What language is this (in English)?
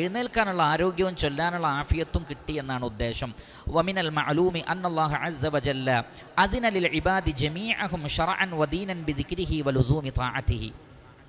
Malayalam